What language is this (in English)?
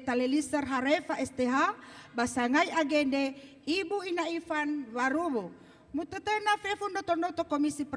Nias